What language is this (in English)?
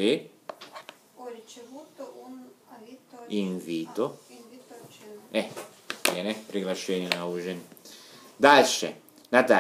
Italian